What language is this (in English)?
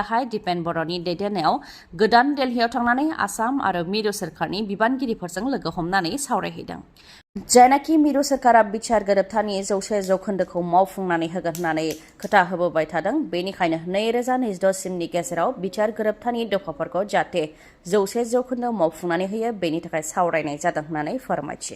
Bodo